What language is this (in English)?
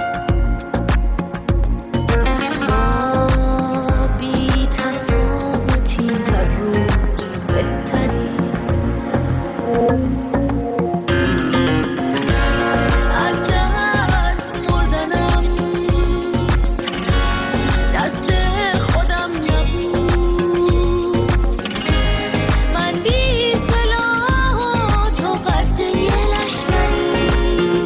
Persian